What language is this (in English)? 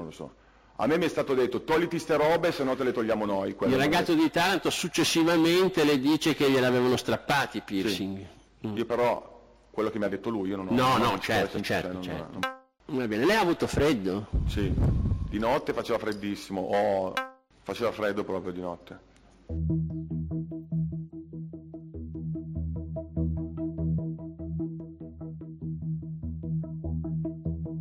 Italian